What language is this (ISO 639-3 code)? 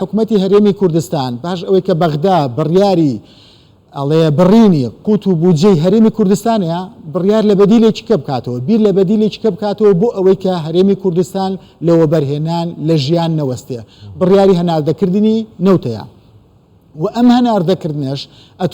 ckb